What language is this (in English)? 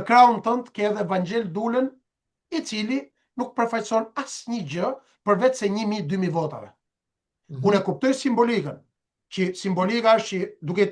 Albanian